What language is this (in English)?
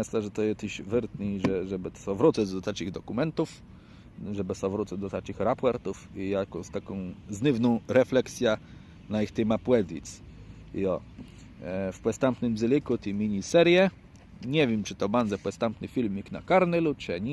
Kashubian